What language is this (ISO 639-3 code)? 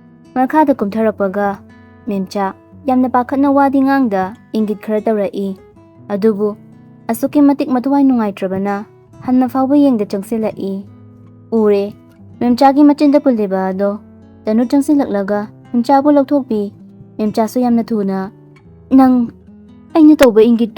mni